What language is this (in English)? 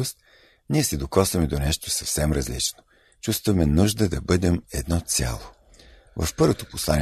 Bulgarian